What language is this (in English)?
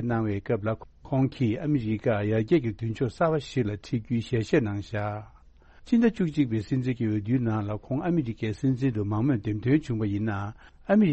Tibetan